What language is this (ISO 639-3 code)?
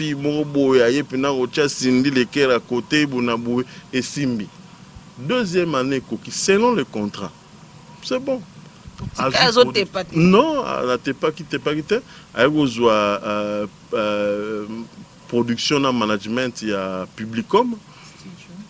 lin